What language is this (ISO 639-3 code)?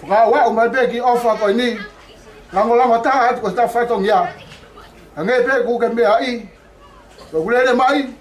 ton